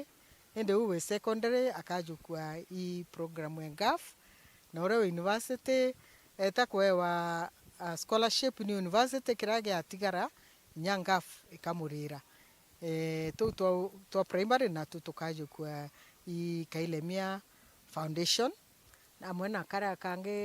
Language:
Meru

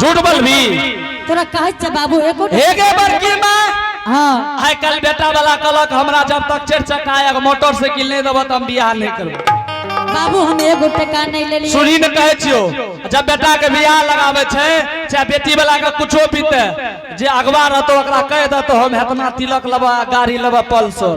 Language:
Angika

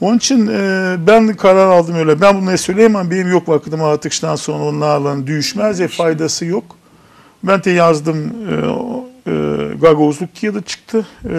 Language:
Gagauz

